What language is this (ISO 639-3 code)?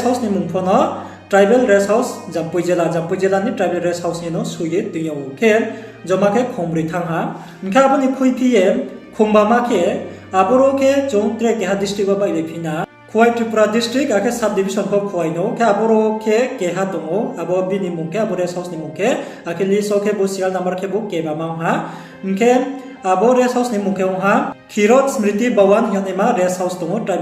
ria